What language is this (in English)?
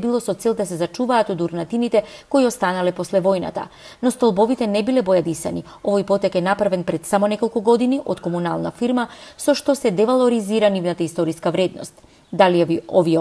Macedonian